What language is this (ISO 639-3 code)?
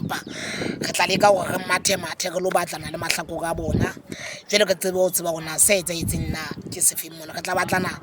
sot